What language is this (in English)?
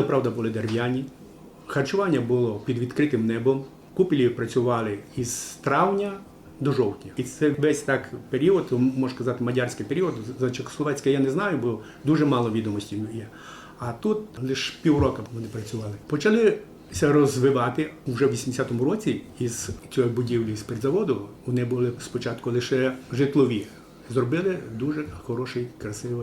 Rusyn